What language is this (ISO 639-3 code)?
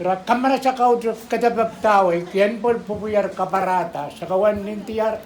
pon